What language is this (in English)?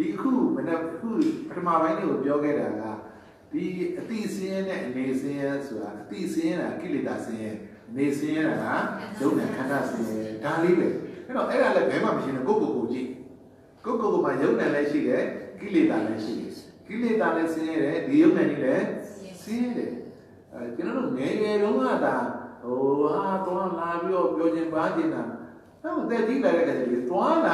Burmese